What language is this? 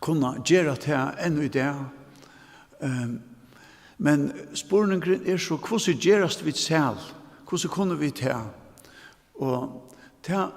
Faroese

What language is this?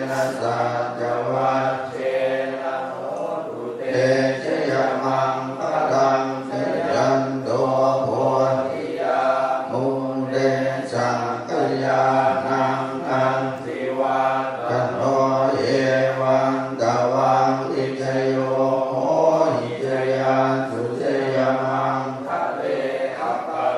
Pali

